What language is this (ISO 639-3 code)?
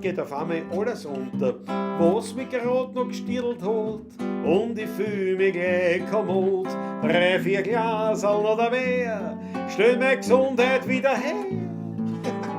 bar